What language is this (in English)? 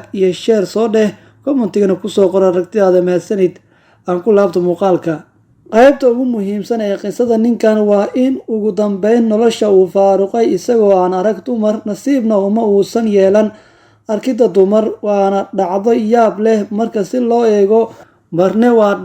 Somali